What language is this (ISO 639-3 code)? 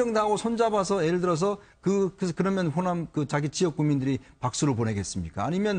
kor